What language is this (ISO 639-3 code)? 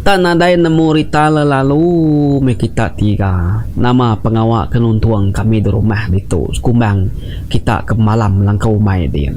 iba